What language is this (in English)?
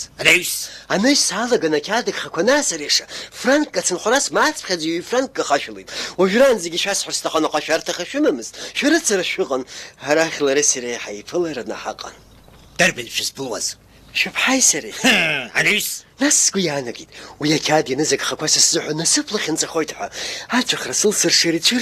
Abkhazian